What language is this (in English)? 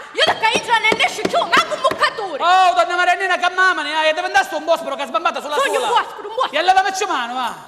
Sicilian